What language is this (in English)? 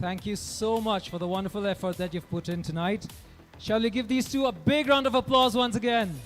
Tangkhul Naga (India)